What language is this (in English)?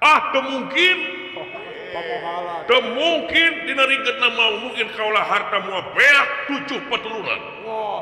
Sundanese